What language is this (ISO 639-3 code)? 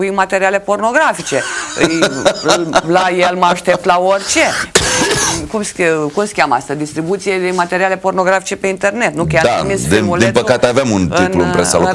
ron